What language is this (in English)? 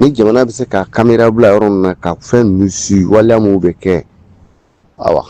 Bambara